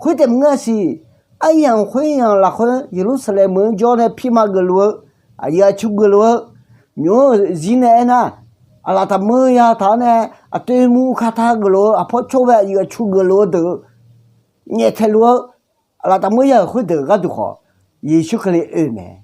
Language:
Akha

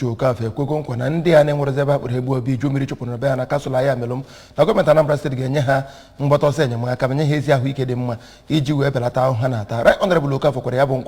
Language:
Igbo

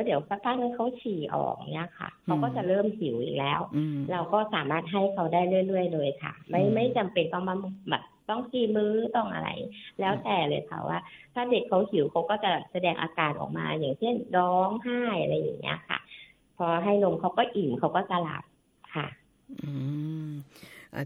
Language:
Thai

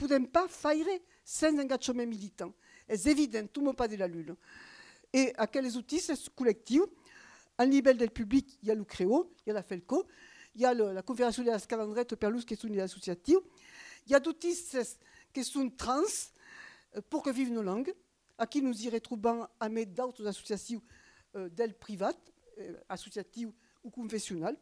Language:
Occitan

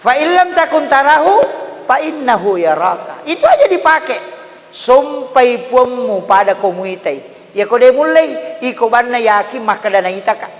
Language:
Buginese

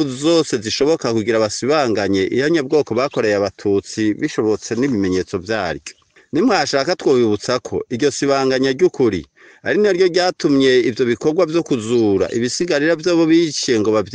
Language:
Rundi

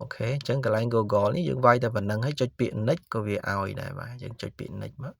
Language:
Khmer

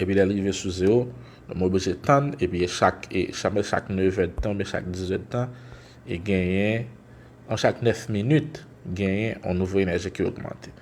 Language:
Haitian Creole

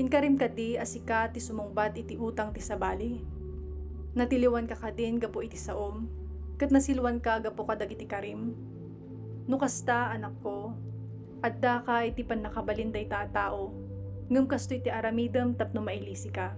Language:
Iloko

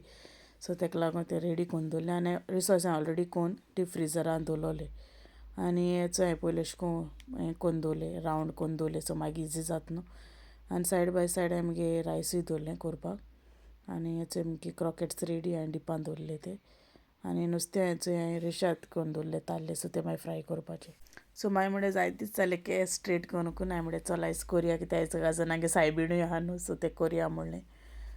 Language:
Konkani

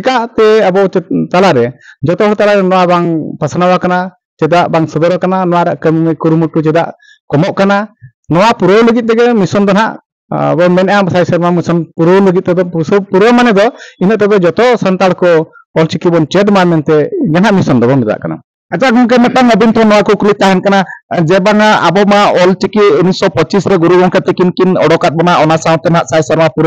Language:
Santali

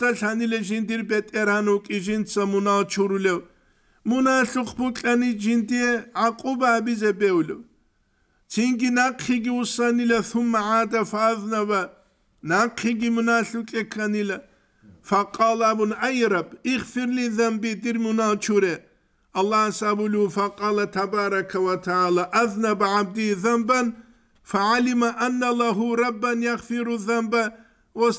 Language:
Avaric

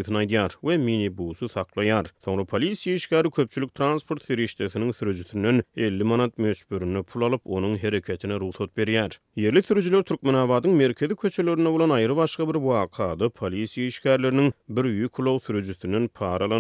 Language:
Turkmen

